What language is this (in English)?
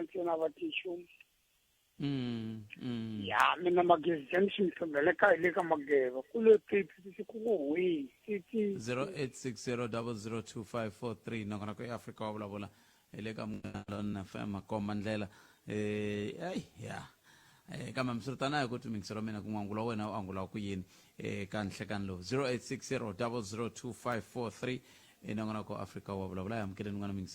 Tsonga